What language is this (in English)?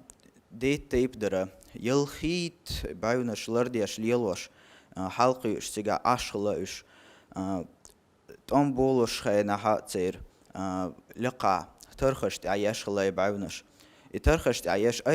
Chechen